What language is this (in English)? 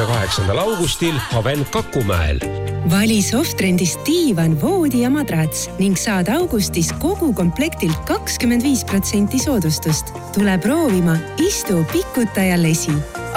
Estonian